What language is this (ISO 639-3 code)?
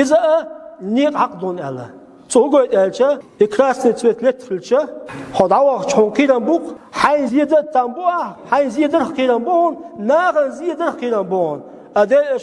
che